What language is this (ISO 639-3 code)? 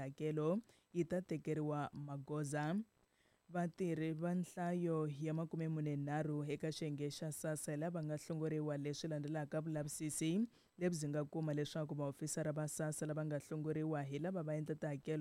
tso